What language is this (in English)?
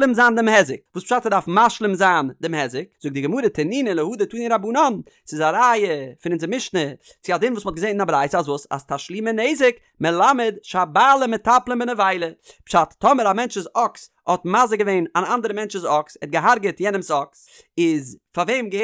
Yiddish